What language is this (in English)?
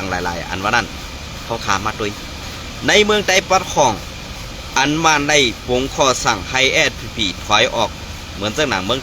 Shan